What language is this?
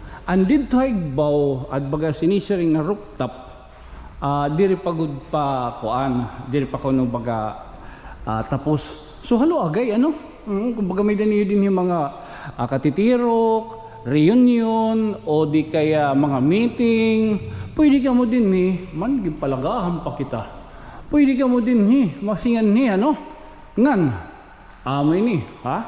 Waray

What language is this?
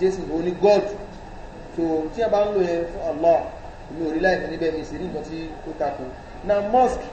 Yoruba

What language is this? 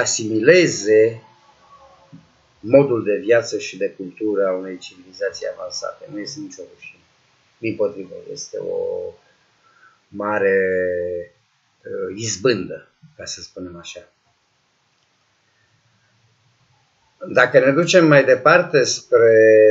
Romanian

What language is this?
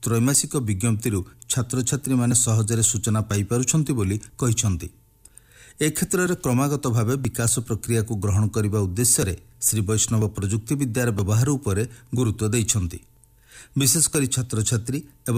Odia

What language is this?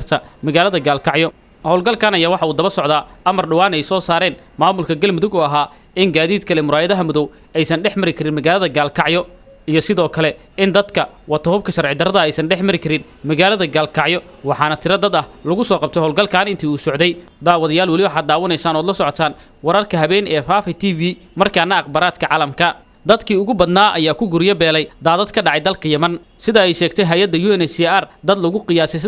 Somali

